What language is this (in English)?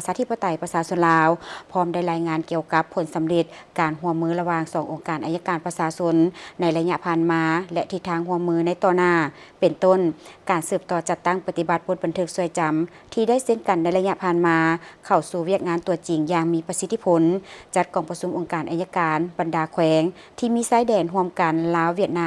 Lao